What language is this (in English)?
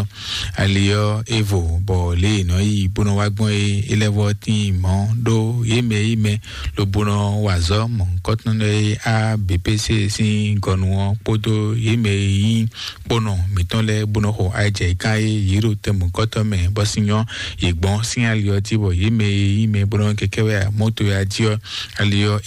Fon